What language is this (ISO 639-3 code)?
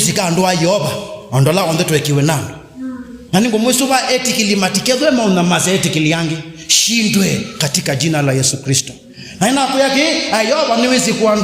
kam